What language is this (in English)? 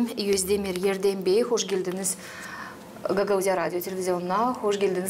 Gagauz